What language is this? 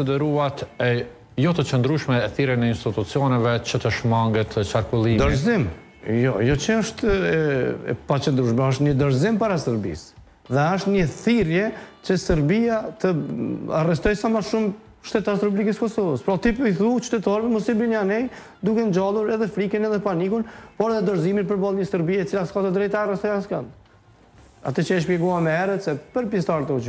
Albanian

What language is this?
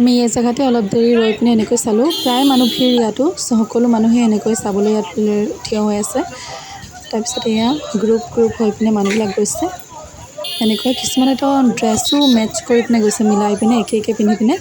Assamese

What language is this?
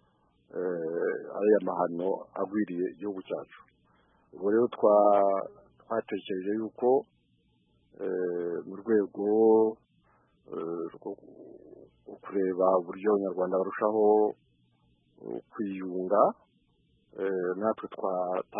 Kinyarwanda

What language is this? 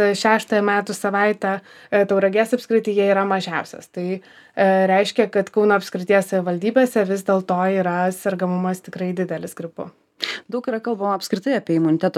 Lithuanian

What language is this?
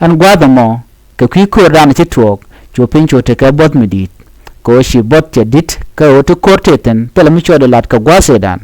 Nuer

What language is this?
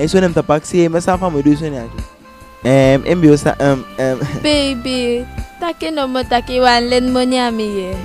Eastern Maroon Creole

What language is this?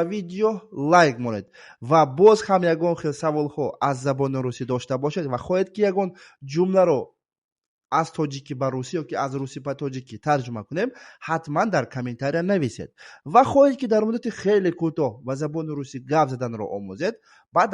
Tajik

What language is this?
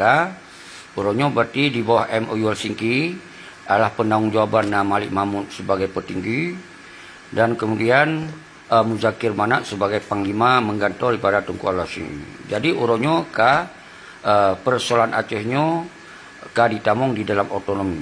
Achinese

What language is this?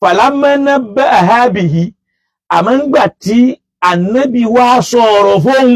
Yoruba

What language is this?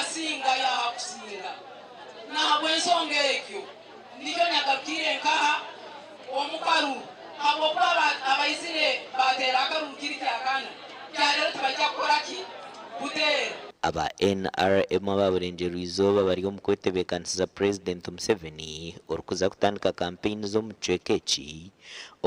Nyankole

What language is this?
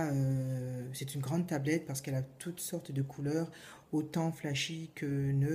French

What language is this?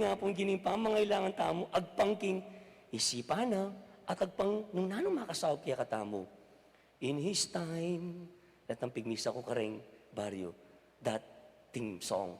Pampanga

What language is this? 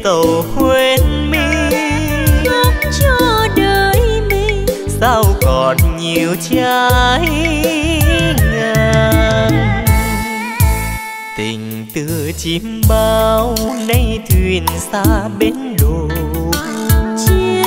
Vietnamese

